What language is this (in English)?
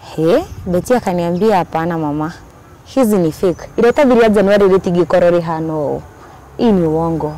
Kikuyu